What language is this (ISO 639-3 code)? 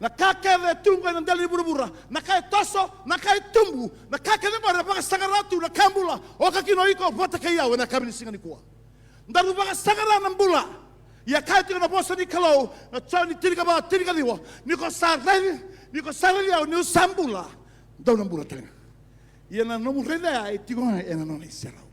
fij